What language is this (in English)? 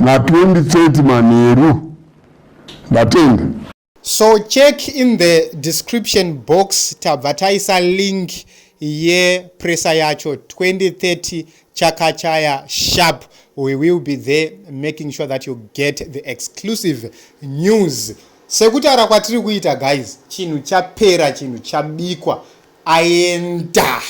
Shona